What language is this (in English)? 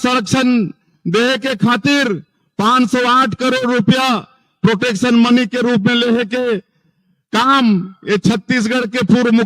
Chhattisgarhi